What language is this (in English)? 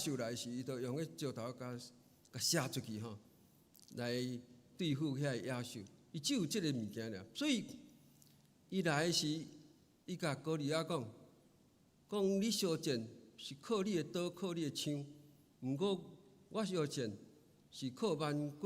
Min Nan Chinese